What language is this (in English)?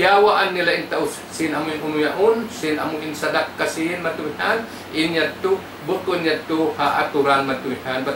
Tausug